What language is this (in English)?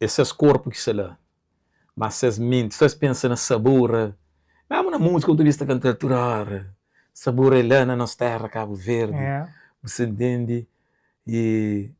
Kabuverdianu